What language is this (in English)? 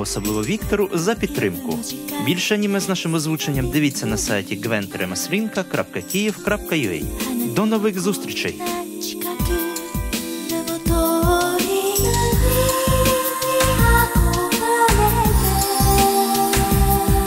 Ukrainian